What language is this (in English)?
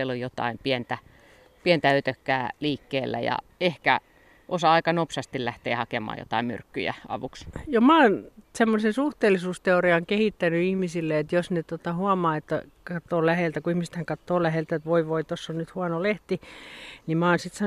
Finnish